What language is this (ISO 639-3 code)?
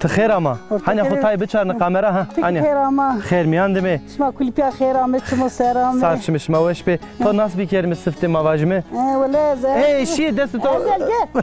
zza